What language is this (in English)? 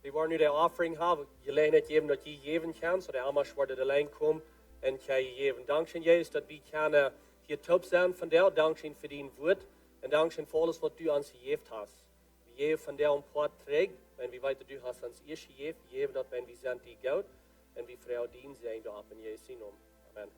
Plautdietsch